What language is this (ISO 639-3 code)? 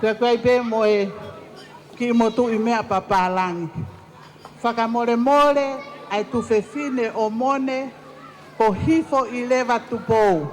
ton